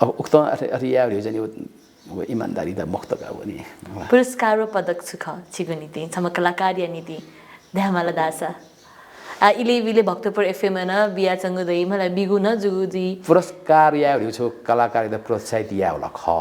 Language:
Newari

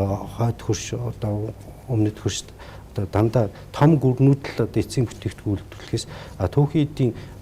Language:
Mongolian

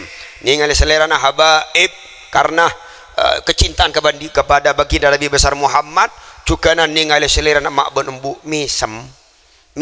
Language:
Madurese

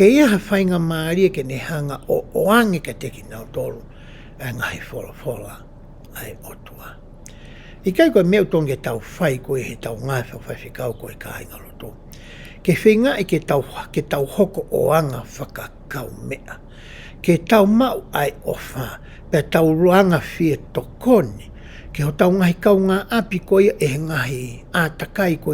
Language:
Tongan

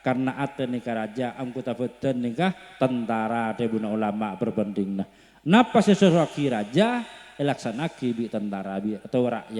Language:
Madurese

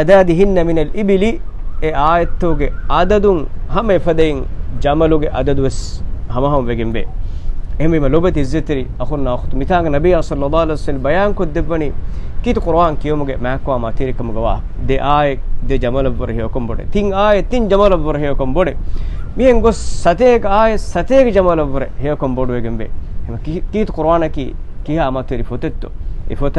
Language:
Divehi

